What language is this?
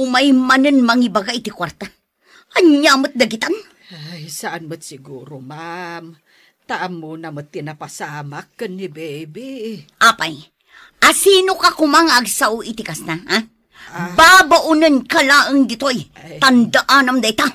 Iloko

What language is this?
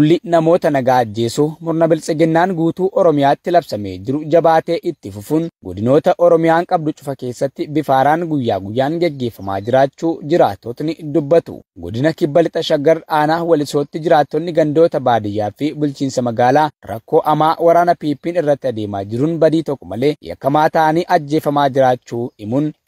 Oromo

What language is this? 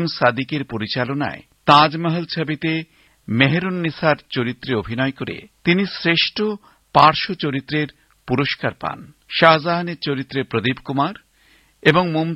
Bangla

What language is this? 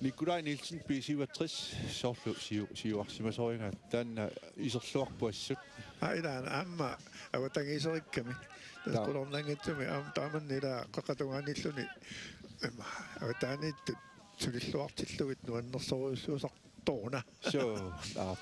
Kalaallisut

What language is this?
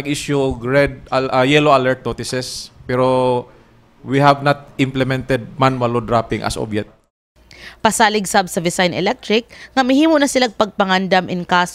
Cebuano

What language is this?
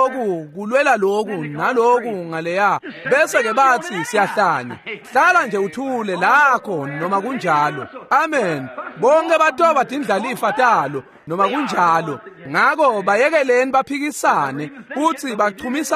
Swati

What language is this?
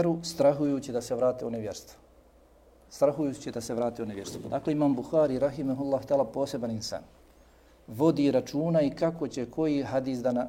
Bosnian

